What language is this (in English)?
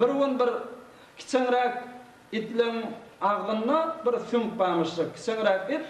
Turkmen